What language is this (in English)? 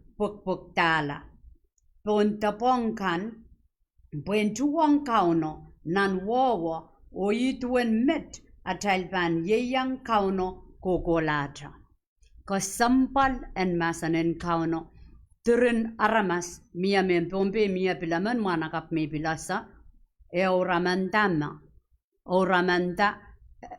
Pohnpeian